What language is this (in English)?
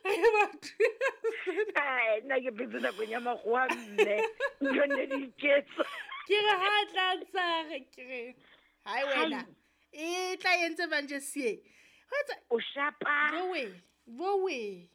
Southern Sotho